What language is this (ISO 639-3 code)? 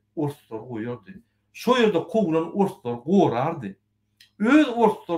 tuk